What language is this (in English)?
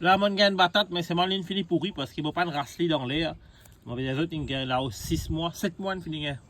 Morisyen